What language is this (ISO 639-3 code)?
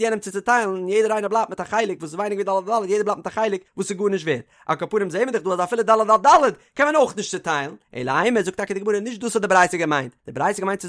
yid